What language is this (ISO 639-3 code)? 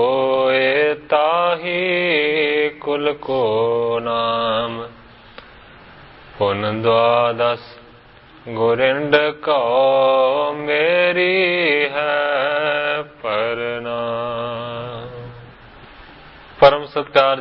pan